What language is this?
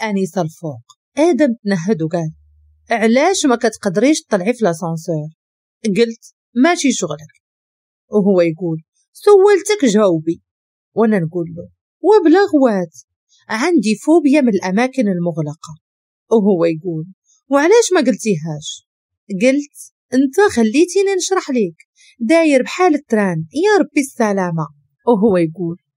Moroccan Arabic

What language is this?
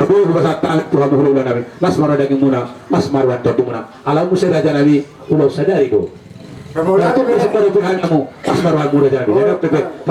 Batak Toba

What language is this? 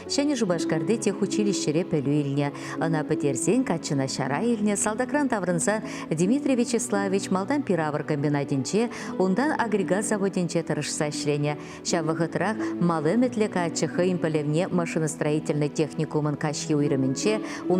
Chuvash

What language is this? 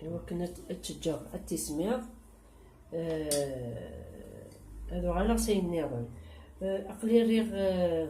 Kabyle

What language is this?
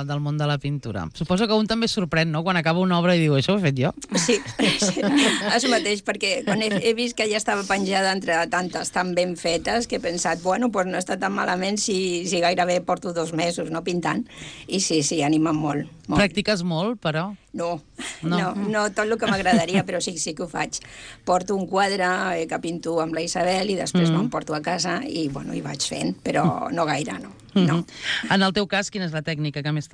Catalan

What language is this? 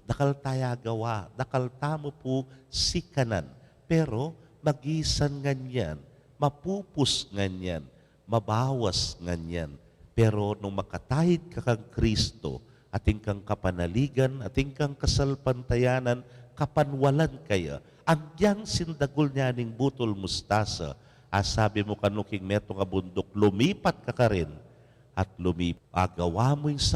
Pampanga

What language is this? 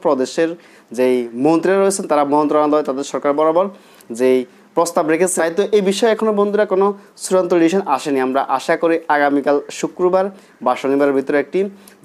Bangla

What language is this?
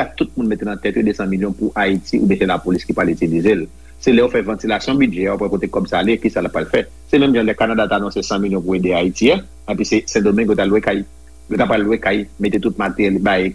Haitian Creole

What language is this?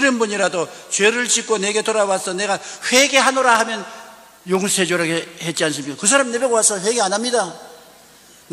Korean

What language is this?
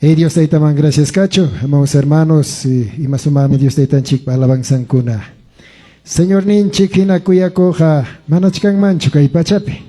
Ayacucho Quechua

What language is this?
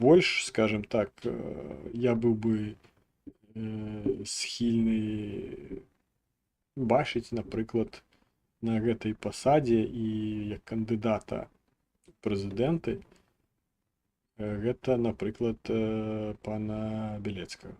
Belarusian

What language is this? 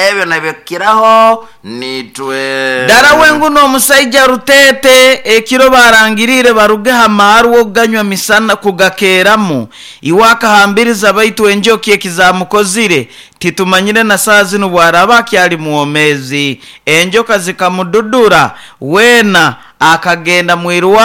Nyoro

